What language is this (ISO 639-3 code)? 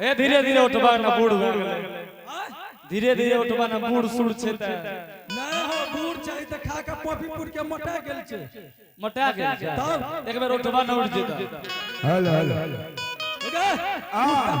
anp